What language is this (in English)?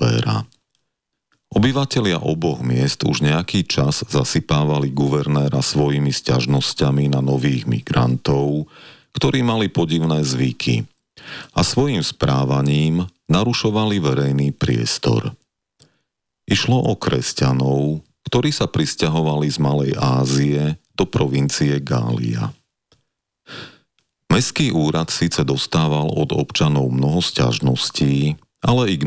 Slovak